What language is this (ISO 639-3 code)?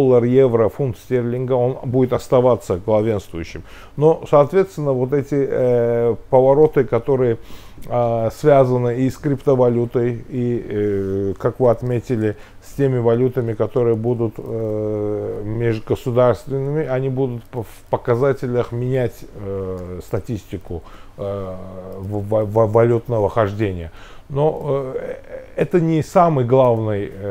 rus